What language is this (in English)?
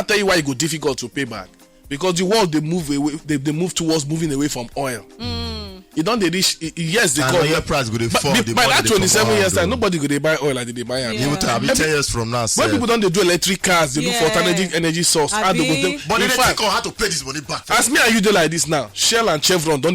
Nigerian Pidgin